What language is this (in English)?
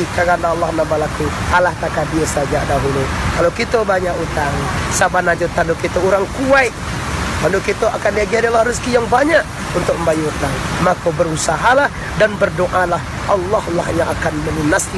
Minangkabau